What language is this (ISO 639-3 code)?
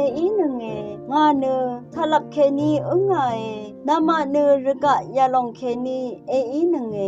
raw